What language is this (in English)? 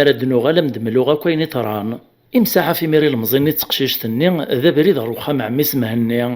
Kabyle